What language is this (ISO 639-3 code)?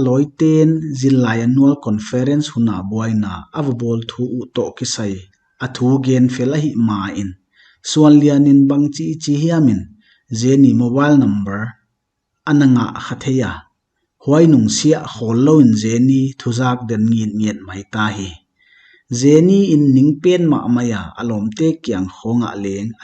pck